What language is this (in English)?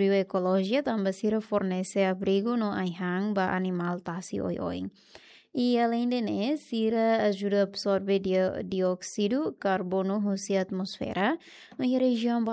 Tetum